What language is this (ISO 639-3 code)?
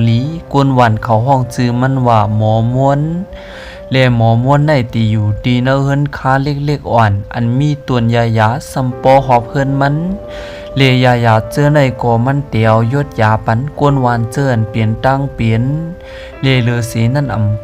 shn